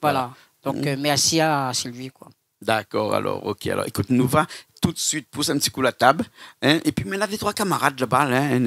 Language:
Réunion Creole French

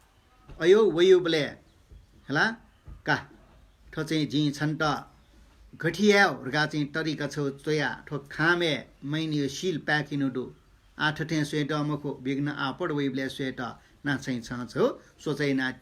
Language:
Newari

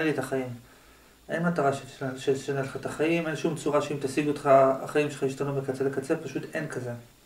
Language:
Hebrew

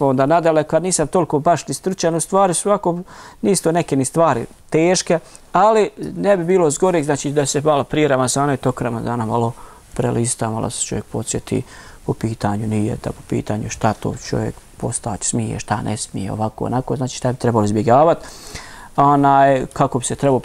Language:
Bosnian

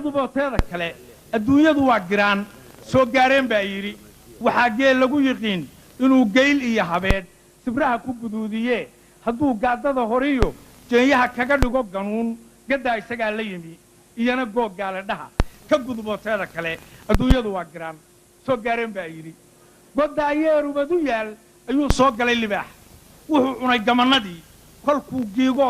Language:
Somali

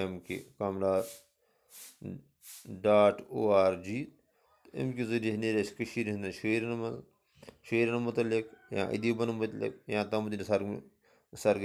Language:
Kashmiri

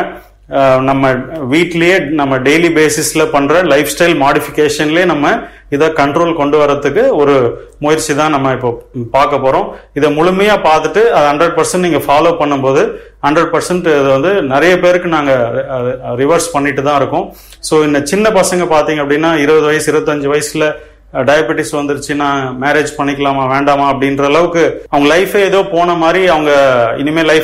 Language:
Tamil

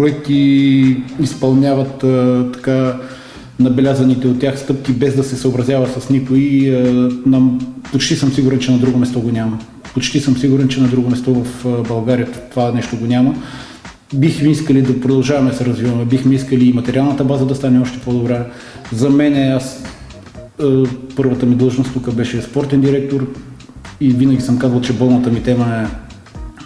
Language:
Bulgarian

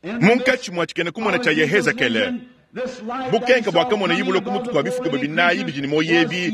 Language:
Luba-Lulua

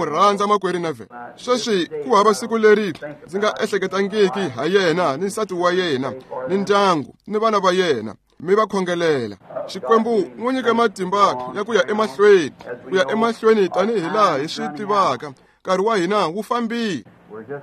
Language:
Tsonga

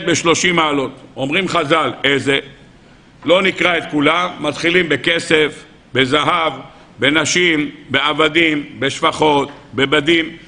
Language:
Hebrew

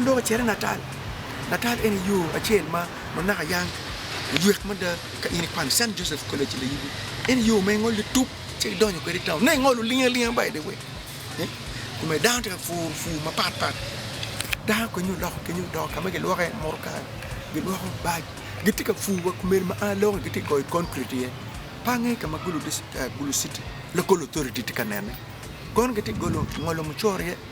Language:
Acoli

